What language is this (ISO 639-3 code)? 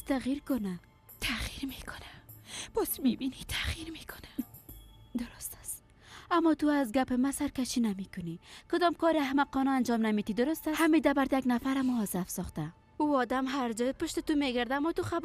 fas